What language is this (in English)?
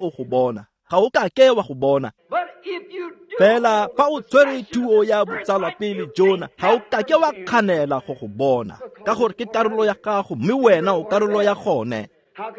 Tswana